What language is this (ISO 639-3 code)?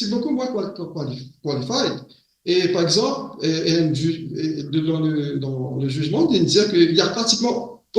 mfe